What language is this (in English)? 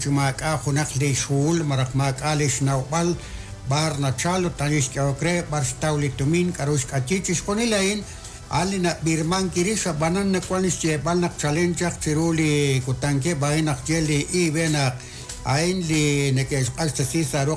Kekchí